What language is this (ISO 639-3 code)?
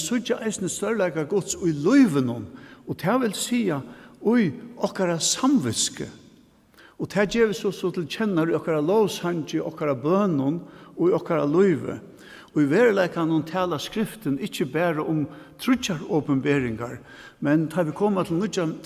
fao